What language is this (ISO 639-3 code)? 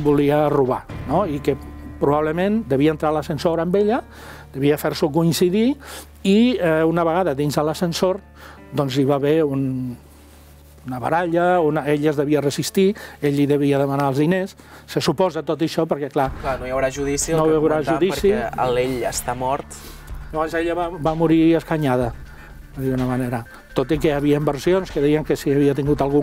cat